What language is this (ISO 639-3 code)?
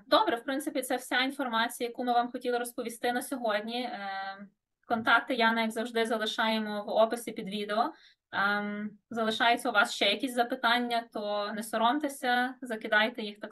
ukr